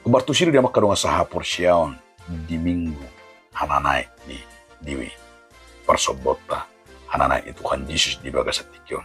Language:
Batak Toba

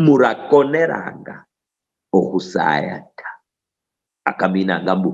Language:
Luyia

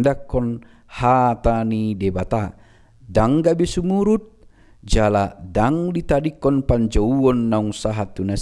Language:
Batak Toba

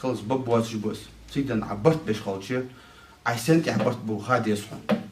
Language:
Ingush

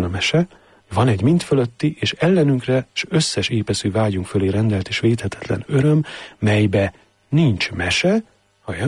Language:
Hungarian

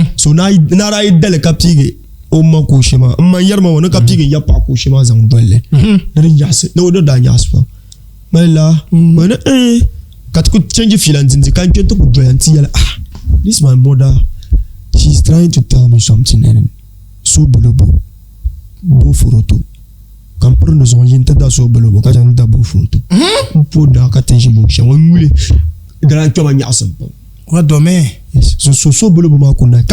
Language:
Dagbani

